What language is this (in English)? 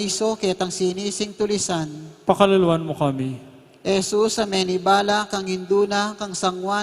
Pampanga